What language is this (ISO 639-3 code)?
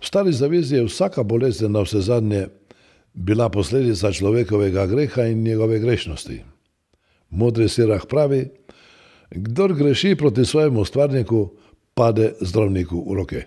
slv